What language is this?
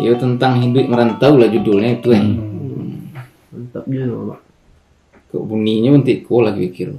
Minangkabau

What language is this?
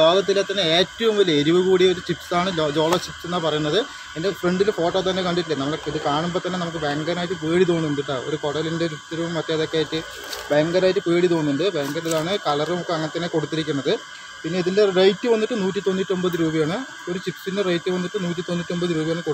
Malayalam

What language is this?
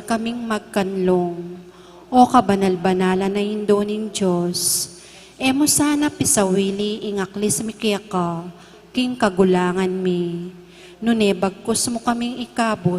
Pampanga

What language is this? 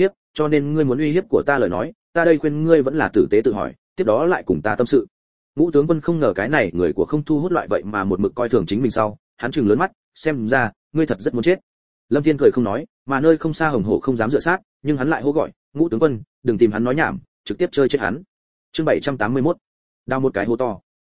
Vietnamese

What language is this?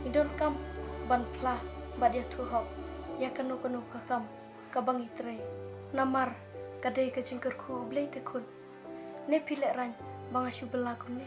Khasi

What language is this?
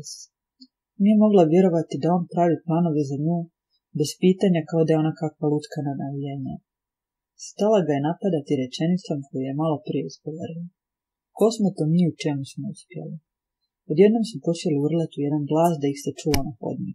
Croatian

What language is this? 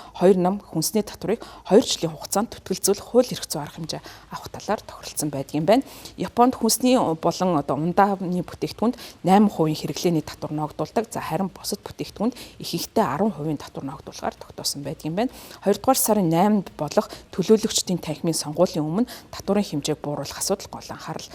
Mongolian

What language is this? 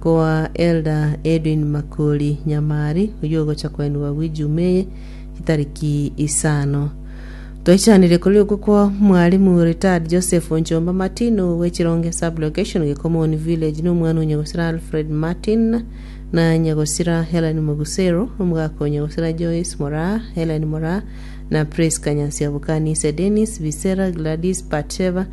Gusii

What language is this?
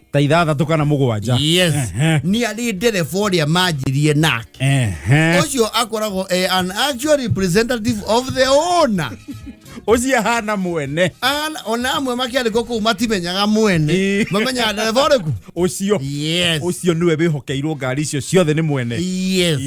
Kikuyu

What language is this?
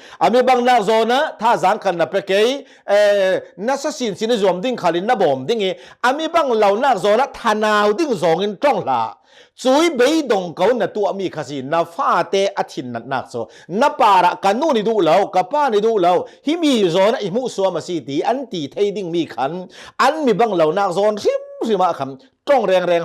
Hakha Chin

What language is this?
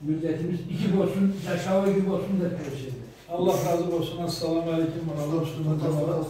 Karachay-Balkar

